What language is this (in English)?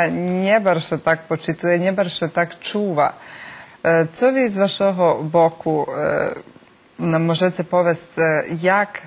Rusyn